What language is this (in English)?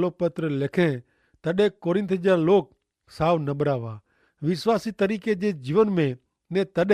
Kachhi